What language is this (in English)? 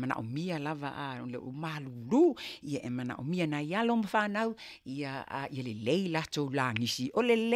Samoan